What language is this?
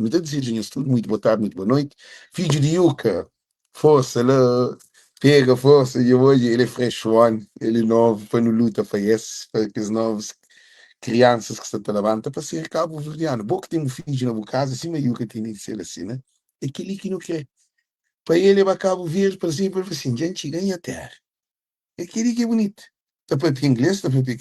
Kabuverdianu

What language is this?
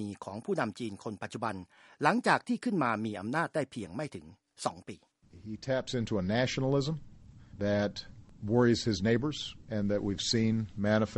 Thai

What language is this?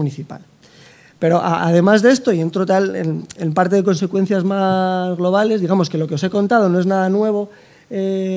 Spanish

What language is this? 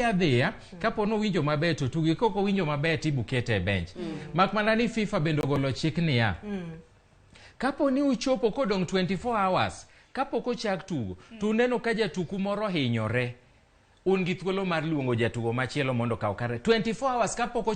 Luo (Kenya and Tanzania)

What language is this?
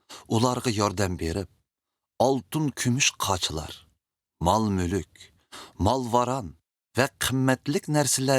Uyghur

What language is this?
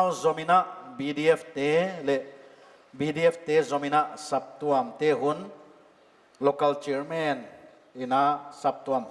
Paite Chin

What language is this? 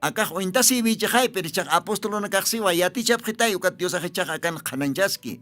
Aymara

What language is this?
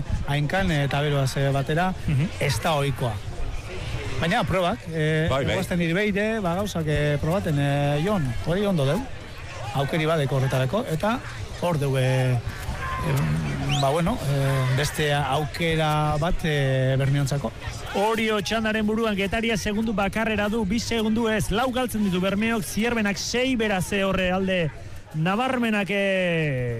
Basque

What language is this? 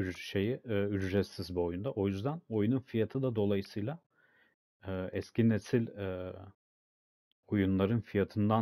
Turkish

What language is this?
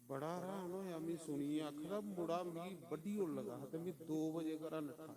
Dogri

